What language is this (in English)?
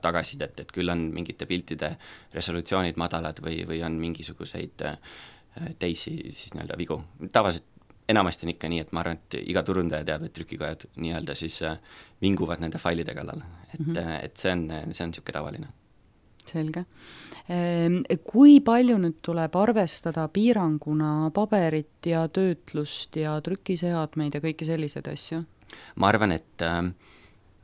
Estonian